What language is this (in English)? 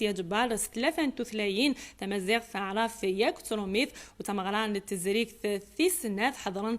Kabyle